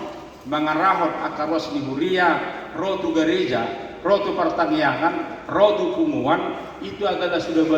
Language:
Batak Toba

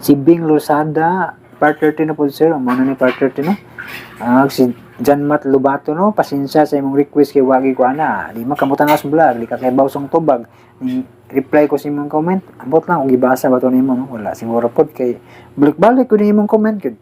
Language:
Cebuano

